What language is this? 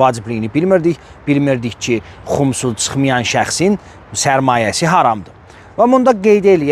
Azerbaijani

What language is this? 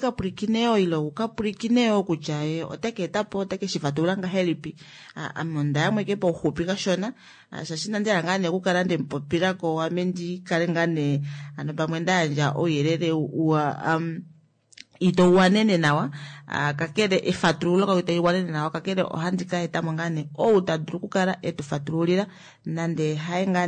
Kuanyama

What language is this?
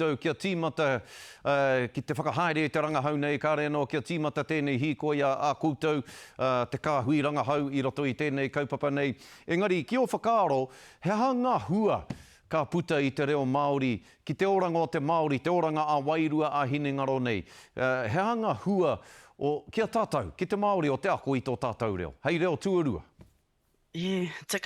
Māori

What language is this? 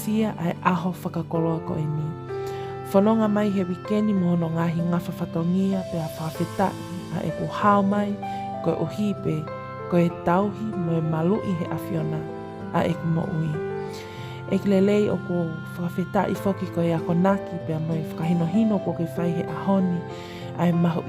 Tongan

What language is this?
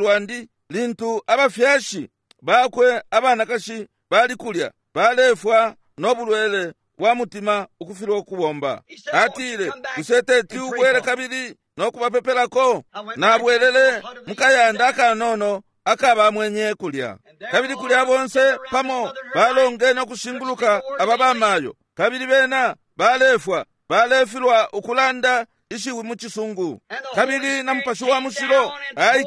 Bemba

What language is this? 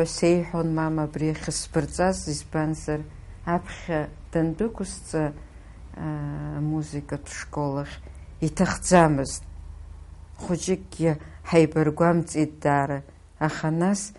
Abkhazian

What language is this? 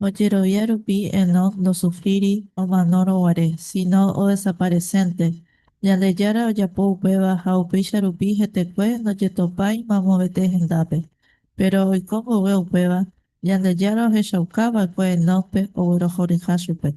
Guarani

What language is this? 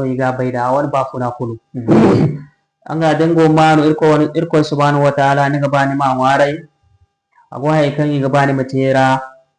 Zarma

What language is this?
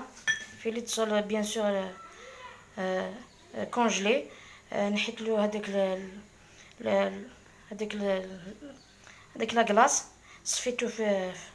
Algerian Arabic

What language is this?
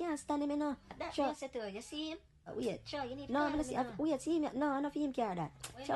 Jamaican Creole English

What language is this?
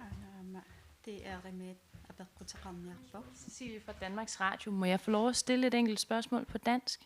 Kalaallisut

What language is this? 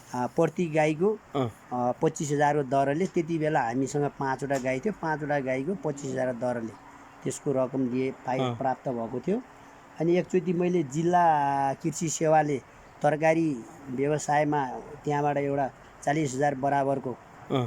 Nepali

